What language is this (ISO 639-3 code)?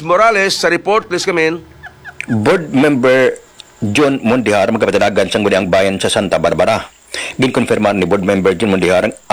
hil